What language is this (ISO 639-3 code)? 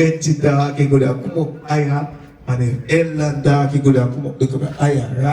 jam